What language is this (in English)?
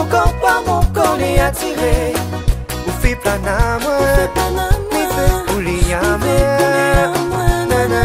Réunion Creole French